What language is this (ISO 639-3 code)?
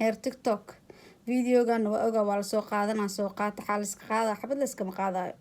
som